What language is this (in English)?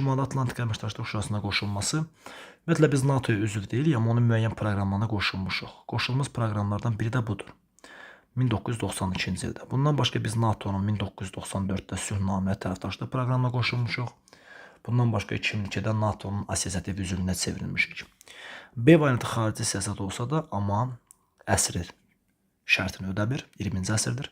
Azerbaijani